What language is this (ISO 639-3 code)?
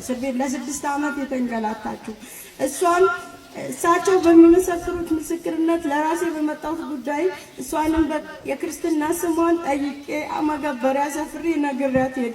amh